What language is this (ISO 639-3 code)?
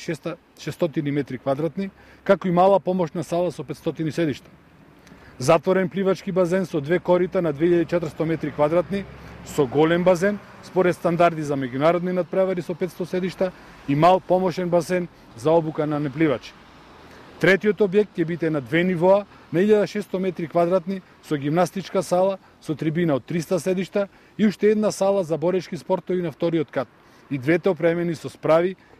mkd